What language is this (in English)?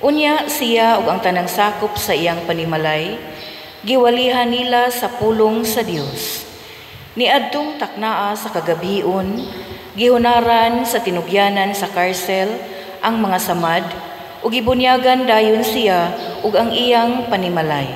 Cebuano